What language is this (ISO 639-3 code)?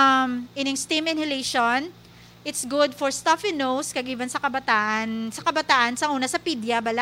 hil